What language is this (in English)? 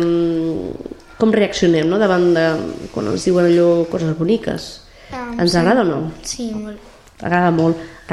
Catalan